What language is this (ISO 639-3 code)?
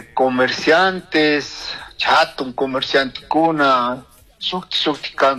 qug